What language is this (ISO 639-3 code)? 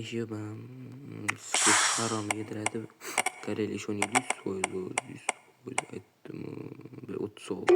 uzb